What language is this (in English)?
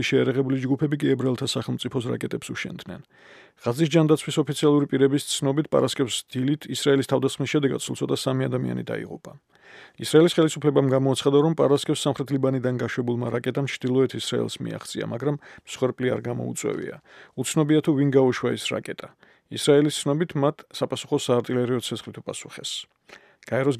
Georgian